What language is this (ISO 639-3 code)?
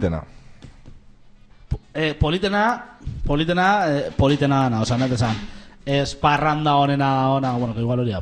eus